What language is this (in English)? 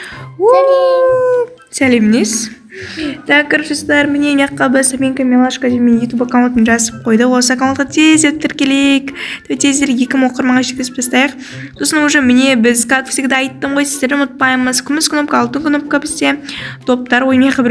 Kazakh